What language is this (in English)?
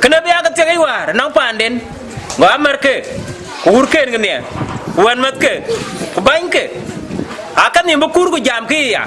Dinka